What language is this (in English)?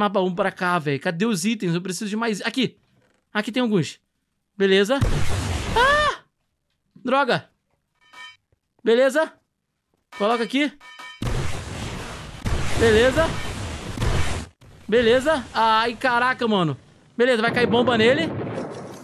Portuguese